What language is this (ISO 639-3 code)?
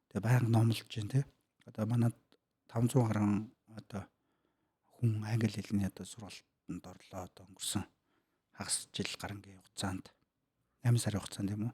mon